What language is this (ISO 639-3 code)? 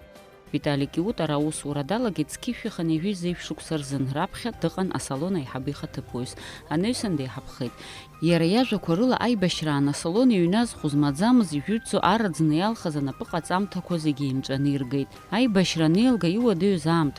abk